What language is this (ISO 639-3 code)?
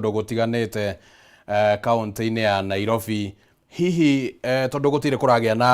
kik